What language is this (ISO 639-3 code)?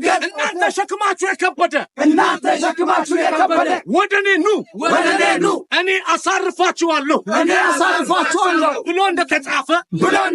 amh